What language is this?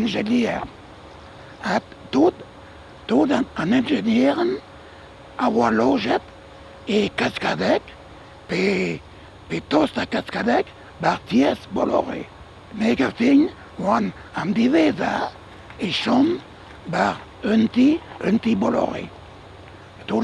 Breton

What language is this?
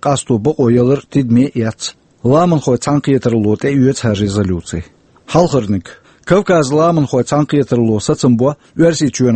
Chechen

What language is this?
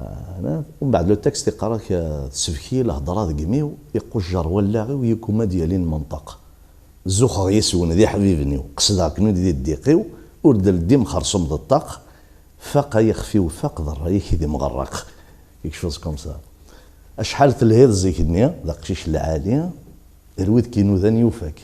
Kabyle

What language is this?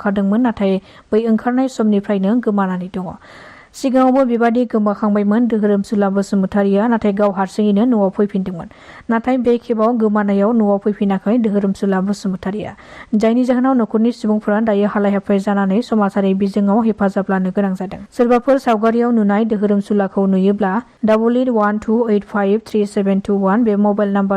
Bodo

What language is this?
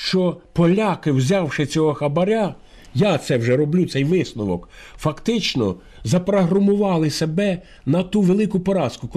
Ukrainian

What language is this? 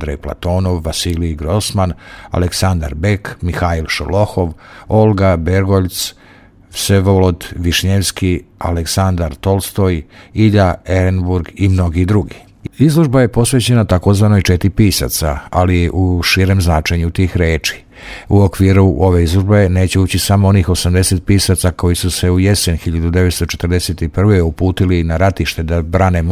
Serbian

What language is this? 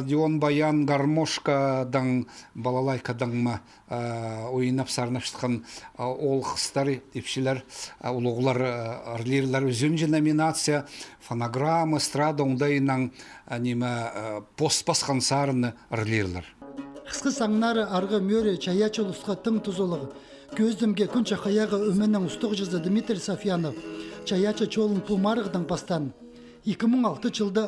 Khakas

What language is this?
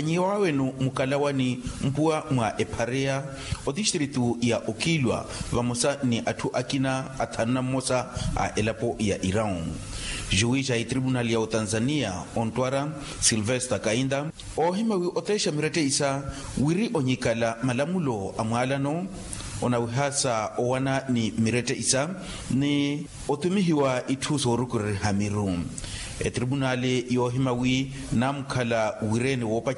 Makhuwa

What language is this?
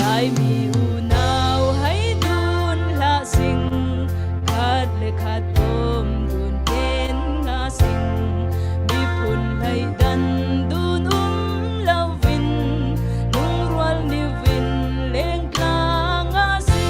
Falam Chin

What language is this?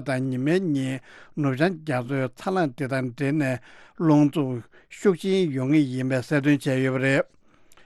Tibetan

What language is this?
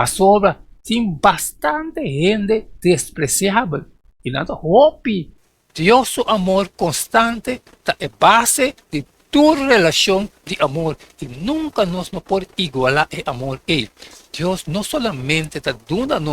Papiamento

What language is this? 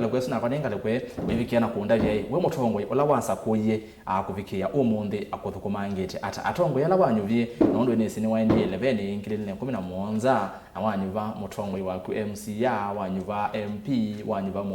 Kamba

